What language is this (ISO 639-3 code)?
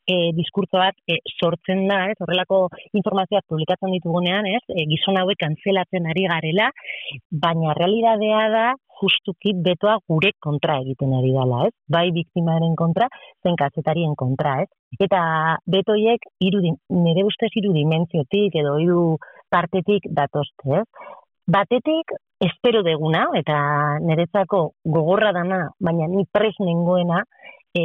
eus